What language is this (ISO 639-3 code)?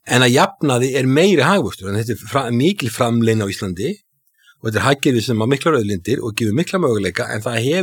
isl